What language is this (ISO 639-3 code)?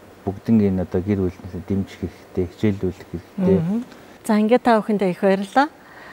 mon